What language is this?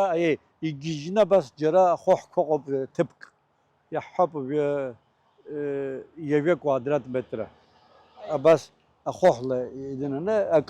Abkhazian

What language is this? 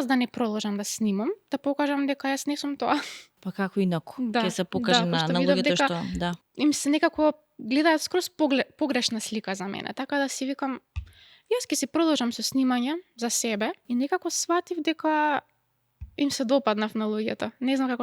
Macedonian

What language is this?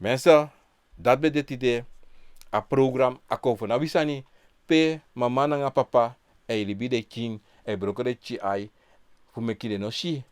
Sranan Tongo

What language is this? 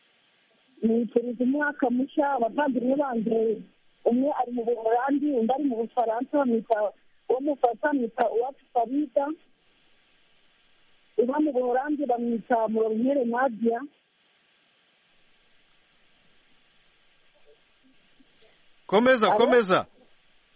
Kinyarwanda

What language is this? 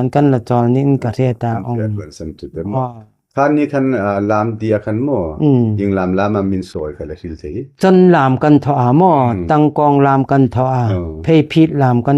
Hmar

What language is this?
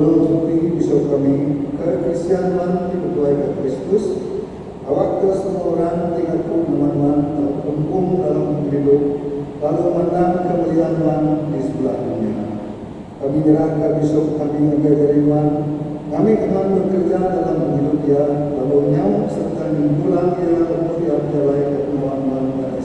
Iban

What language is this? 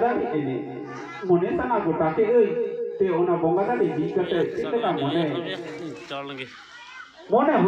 Santali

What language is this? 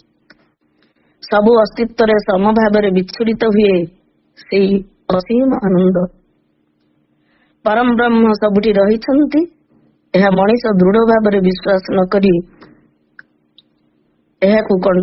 Odia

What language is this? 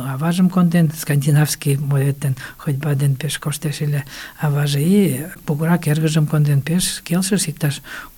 Mari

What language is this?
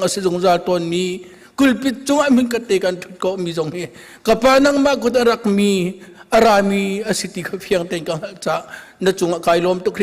Hakha Chin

